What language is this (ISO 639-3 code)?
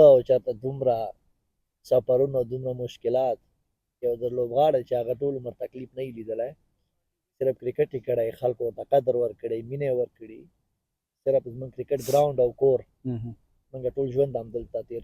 pus